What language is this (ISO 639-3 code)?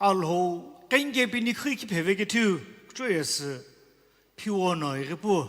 nsm